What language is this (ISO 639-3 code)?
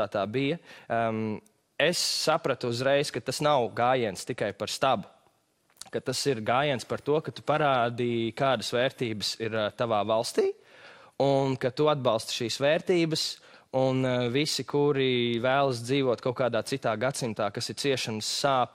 lav